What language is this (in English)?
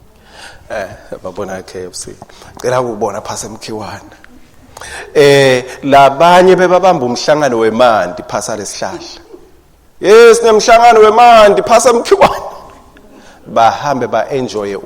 Swati